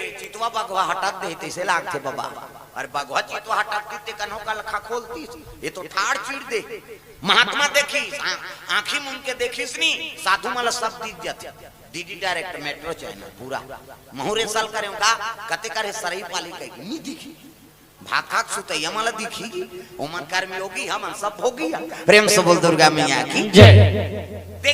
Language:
Chhattisgarhi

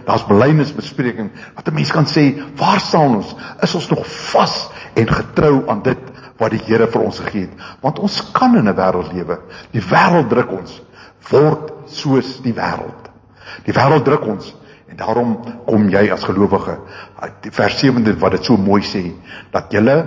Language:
Afrikaans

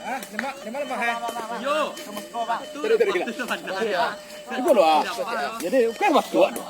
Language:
Minangkabau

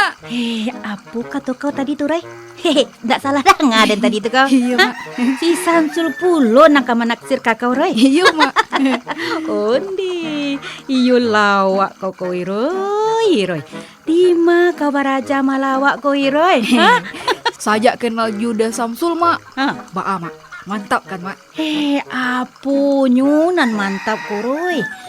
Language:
Minangkabau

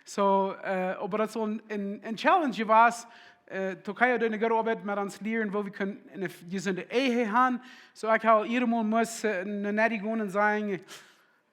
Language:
Plautdietsch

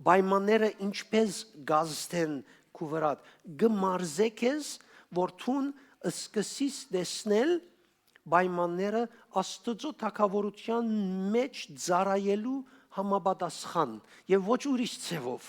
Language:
Western Armenian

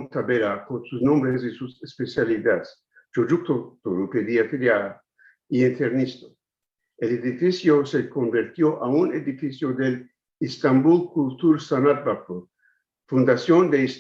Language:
Ladino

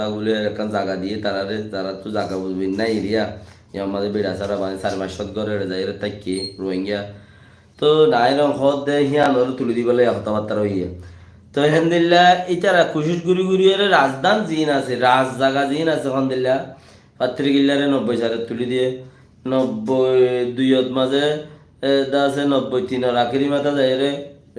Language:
Rohingya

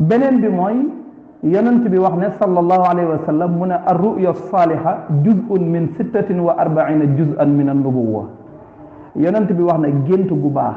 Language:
Wolof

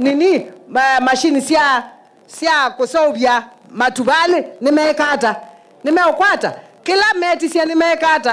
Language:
Kamba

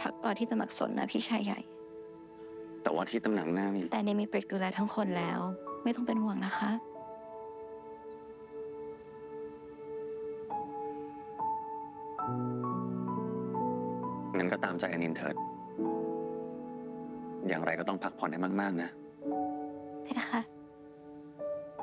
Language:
Thai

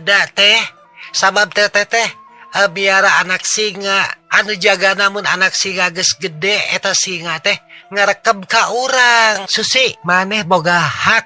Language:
Sundanese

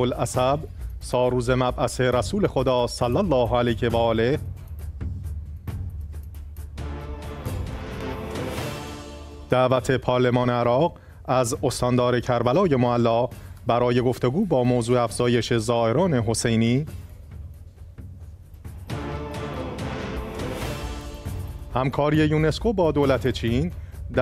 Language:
Persian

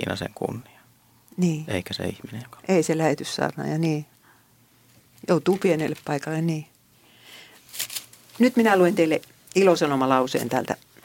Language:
Finnish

